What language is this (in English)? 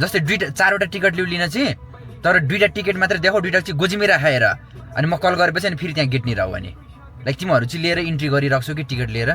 Nepali